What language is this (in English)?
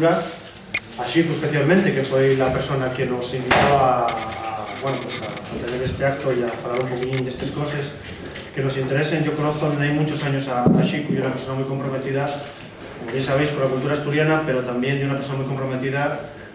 Asturian